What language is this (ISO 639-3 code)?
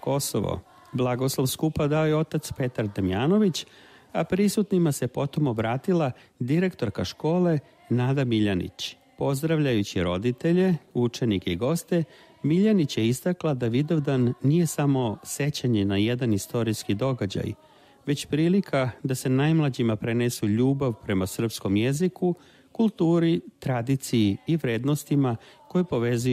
srp